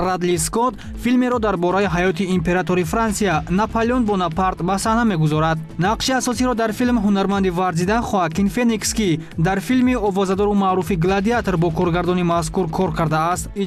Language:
Tajik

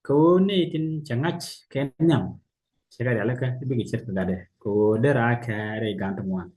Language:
Nuer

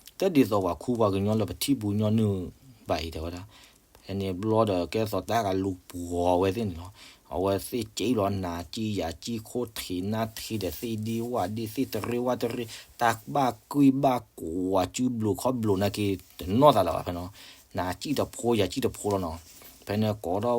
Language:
S'gaw Karen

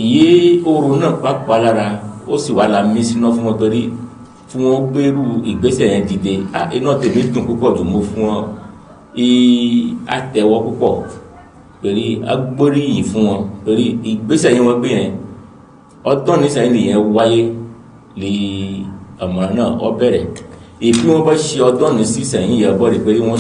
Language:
Yoruba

